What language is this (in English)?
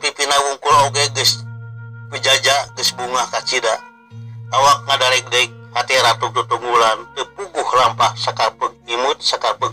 Sundanese